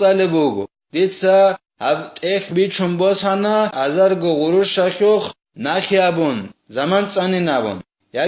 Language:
Avaric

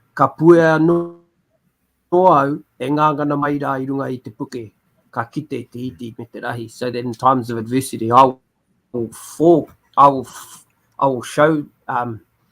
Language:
Māori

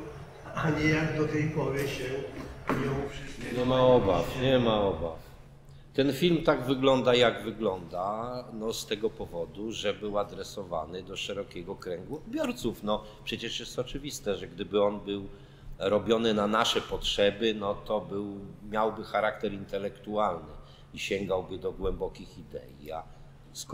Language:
Polish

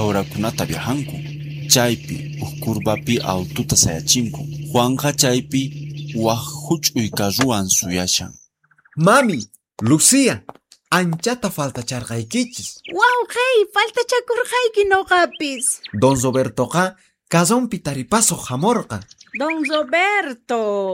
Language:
South Bolivian Quechua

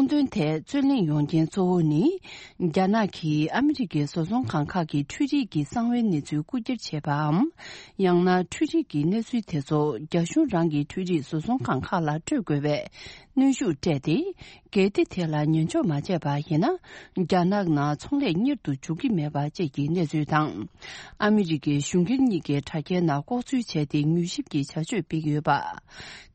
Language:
Tibetan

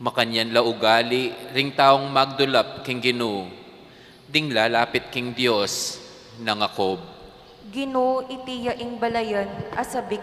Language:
Pampanga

